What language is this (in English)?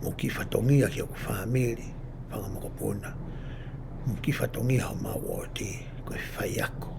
Tongan